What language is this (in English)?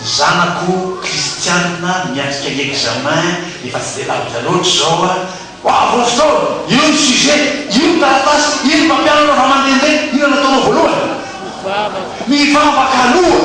Malagasy